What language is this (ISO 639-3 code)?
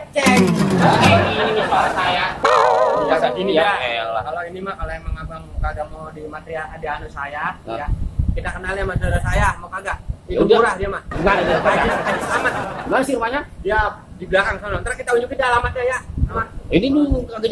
bew